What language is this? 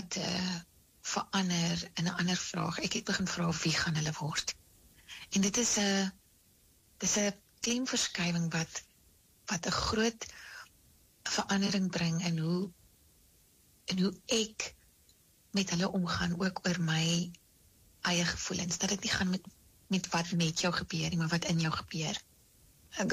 Afrikaans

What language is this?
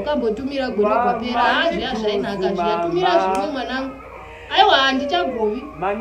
Shona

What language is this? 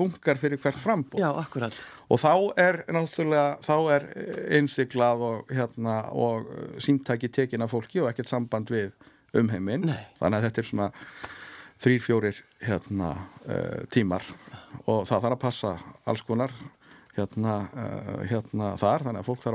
Icelandic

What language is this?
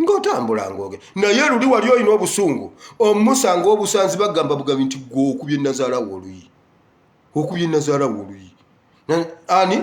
Ganda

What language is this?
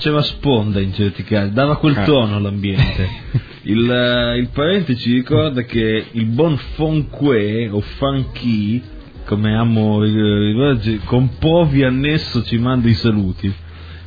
Italian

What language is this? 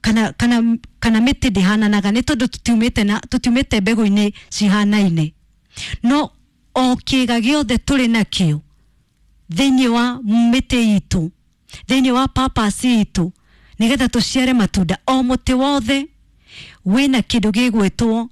Kikuyu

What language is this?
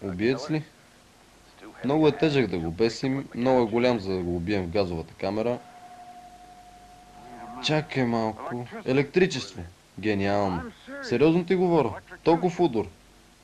Bulgarian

